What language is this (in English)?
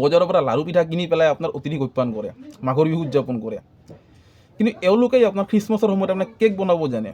Assamese